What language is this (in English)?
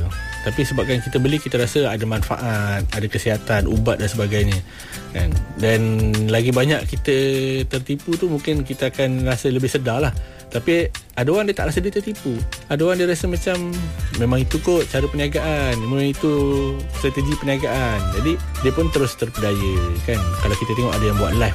Malay